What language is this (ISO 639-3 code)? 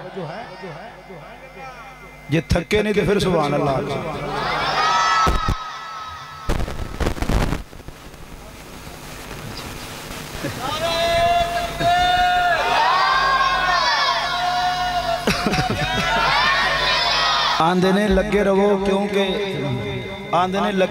hin